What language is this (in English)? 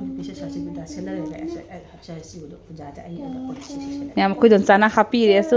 Manipuri